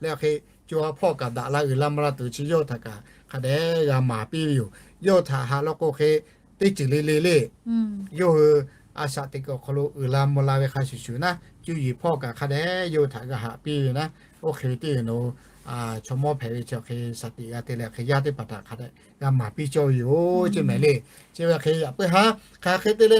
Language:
Lahu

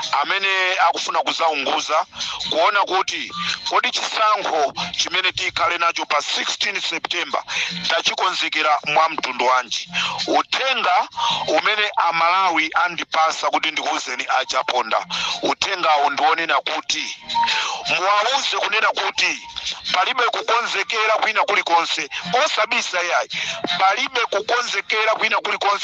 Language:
Nyanja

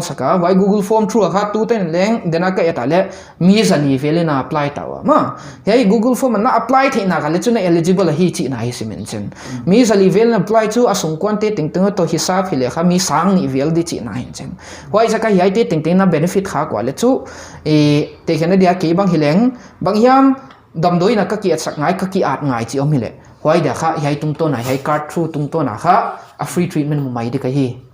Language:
Paite Chin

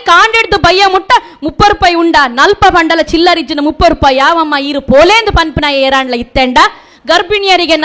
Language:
Tulu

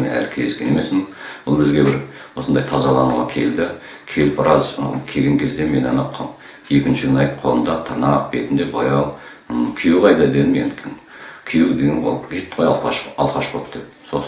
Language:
Kazakh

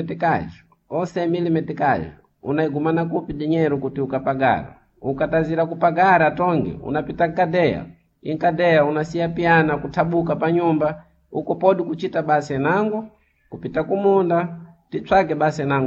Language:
Sena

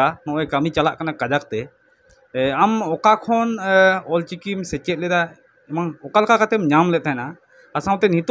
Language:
Santali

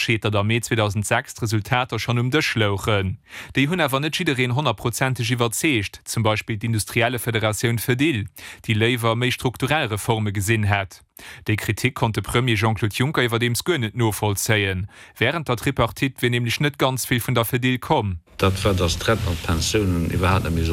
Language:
Luxembourgish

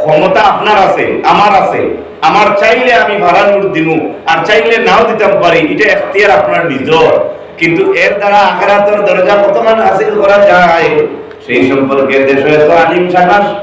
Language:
Sylheti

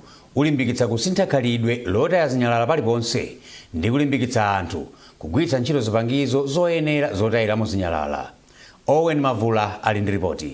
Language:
Nyanja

